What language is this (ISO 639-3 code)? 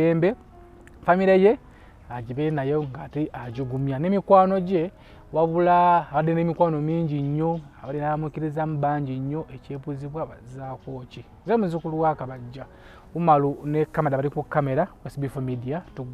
lug